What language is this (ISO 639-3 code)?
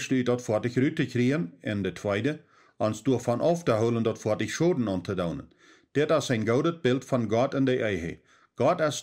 pdt